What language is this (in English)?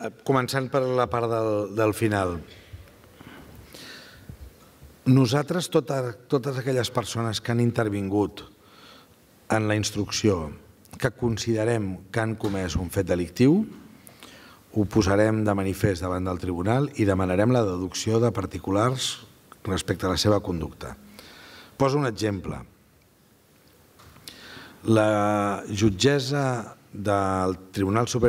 Catalan